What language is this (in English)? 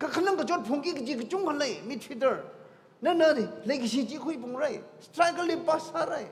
Tangkhul Naga (India)